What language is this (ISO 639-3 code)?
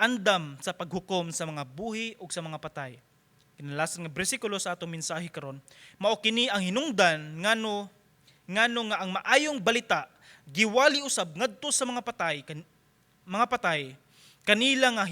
ceb